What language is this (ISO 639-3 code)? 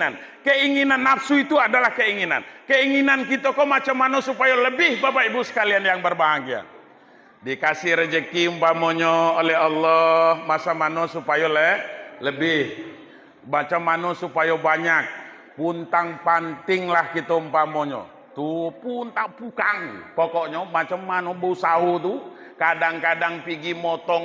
min